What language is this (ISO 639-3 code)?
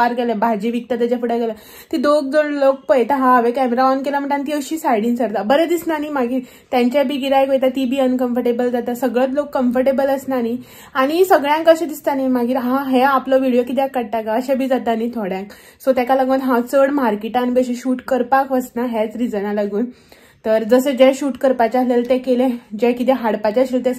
kok